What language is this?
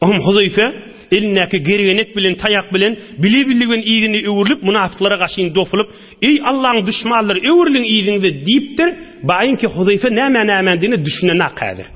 Turkmen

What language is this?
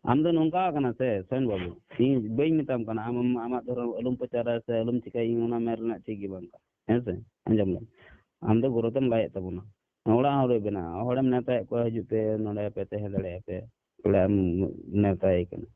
Santali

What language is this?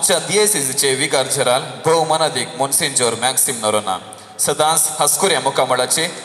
Konkani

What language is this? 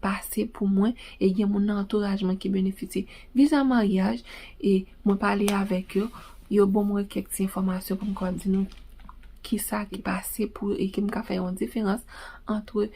Haitian Creole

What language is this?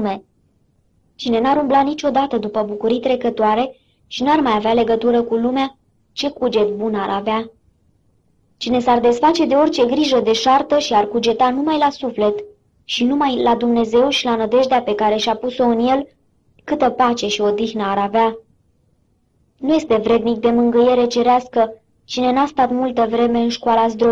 Romanian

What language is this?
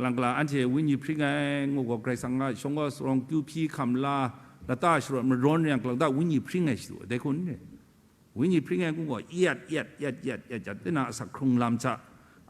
Kachin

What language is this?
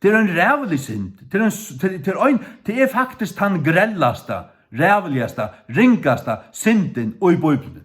Faroese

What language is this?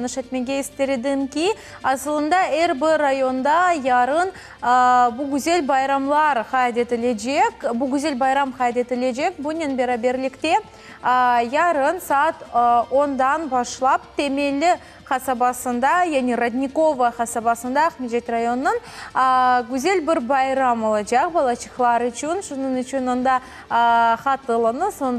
Crimean Tatar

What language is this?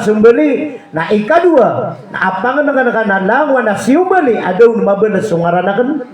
Maranao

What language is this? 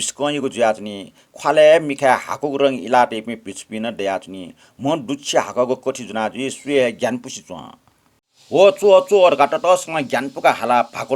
Newari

